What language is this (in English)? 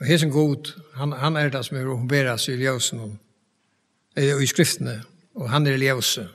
Faroese